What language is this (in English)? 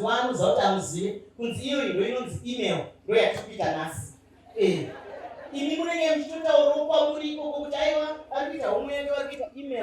Shona